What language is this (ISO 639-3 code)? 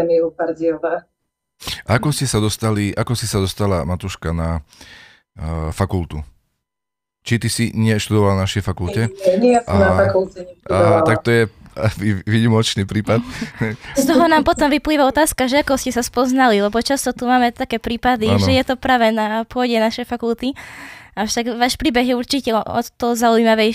slk